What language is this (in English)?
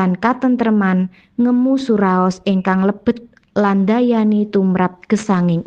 Javanese